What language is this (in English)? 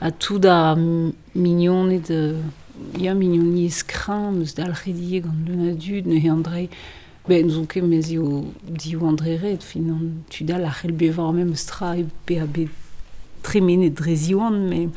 Breton